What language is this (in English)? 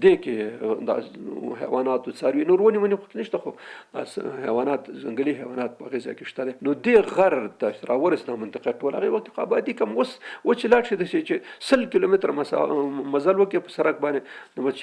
Pashto